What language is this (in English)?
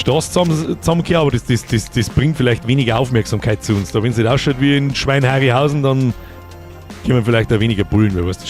Bavarian